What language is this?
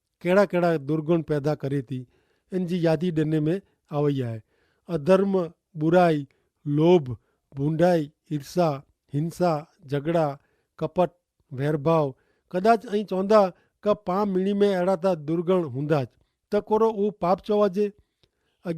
Kachhi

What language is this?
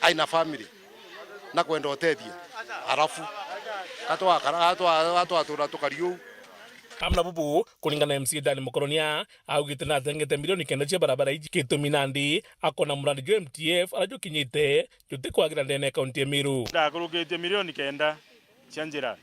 Meru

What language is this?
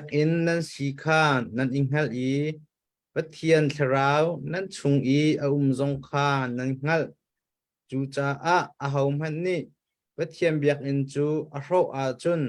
Hakha Chin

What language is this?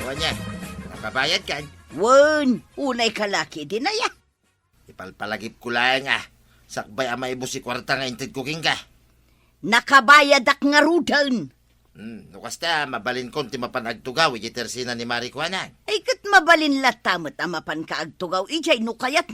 Iloko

